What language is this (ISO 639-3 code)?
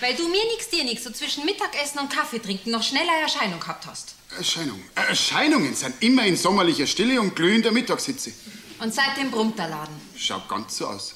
bar